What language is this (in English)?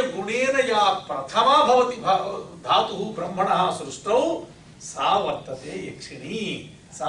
Sanskrit